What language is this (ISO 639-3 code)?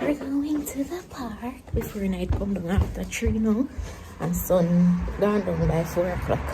jam